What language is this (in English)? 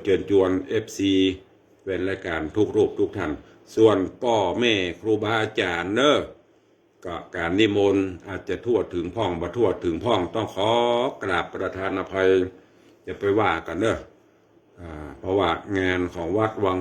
Northern Thai